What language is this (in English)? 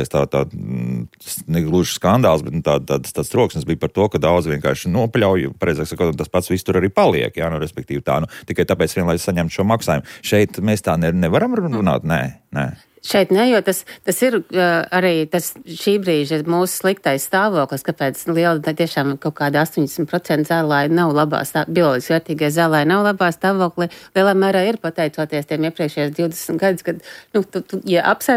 Latvian